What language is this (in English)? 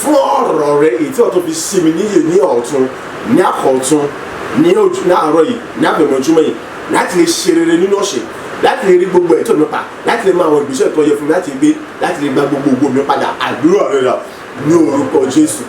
Yoruba